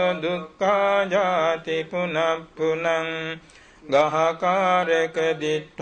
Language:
Pali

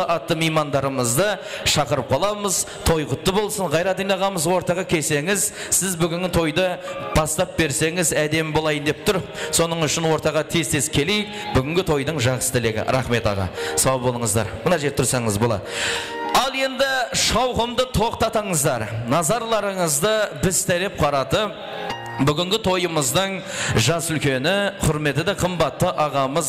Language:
Kara-Kalpak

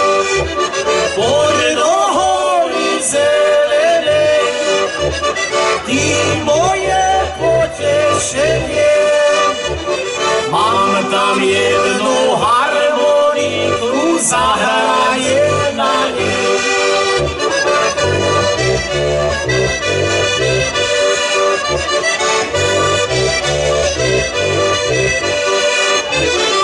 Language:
Slovak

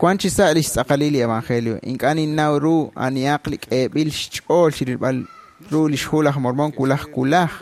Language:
Kekchí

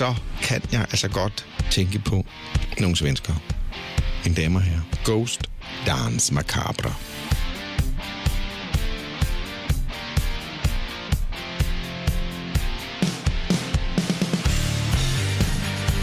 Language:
Danish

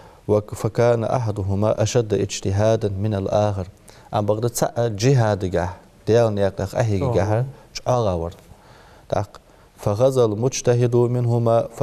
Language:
Ingush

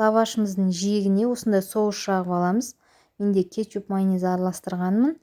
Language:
Kazakh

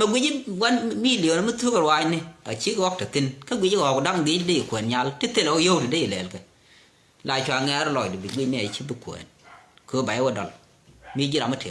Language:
Nuer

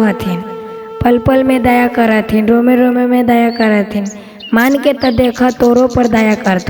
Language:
Magahi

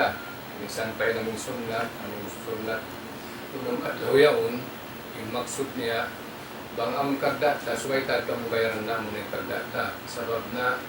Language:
Tausug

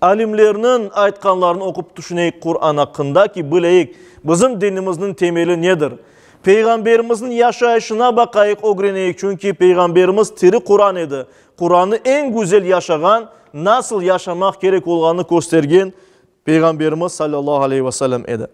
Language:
Crimean Tatar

